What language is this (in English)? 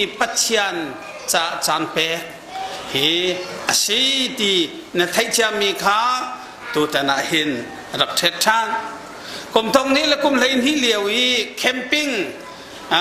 Hakha Chin